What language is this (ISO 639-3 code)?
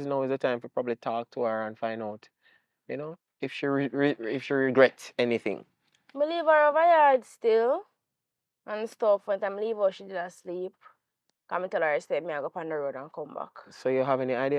jam